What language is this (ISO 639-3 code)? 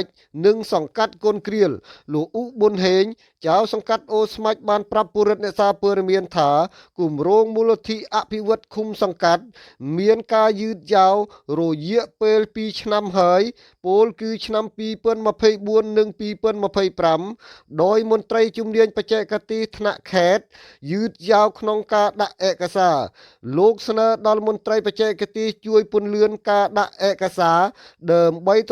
khm